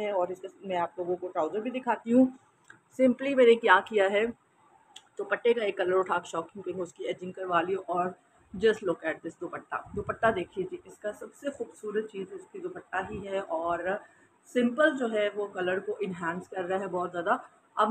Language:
Hindi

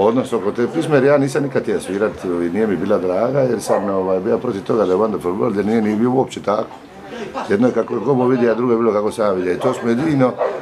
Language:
Croatian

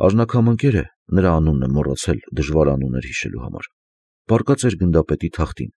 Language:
Armenian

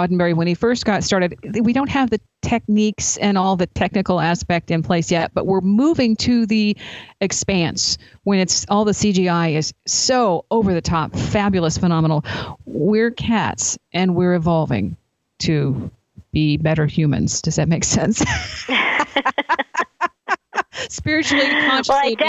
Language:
English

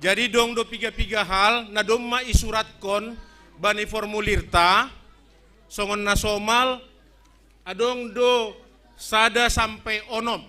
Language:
Batak Simalungun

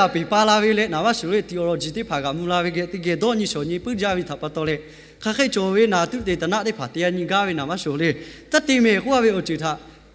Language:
Lahu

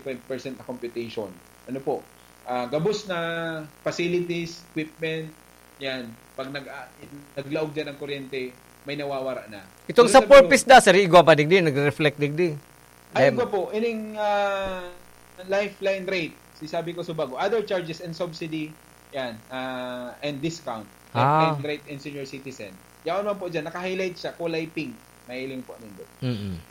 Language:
Bikol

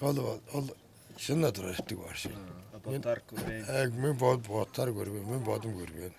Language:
Tuvinian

